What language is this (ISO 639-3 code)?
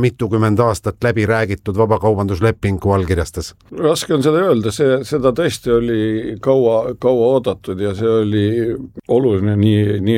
est